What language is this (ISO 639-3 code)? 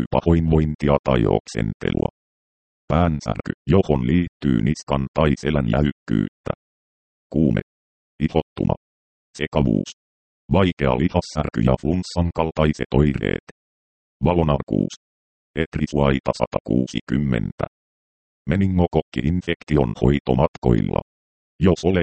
fin